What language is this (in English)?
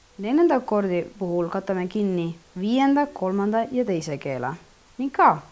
Estonian